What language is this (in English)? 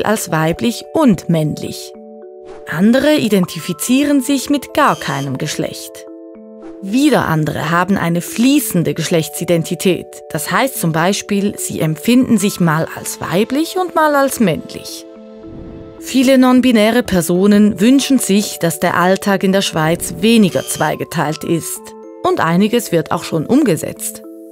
Swiss German